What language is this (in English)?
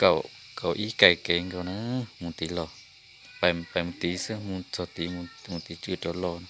Hmong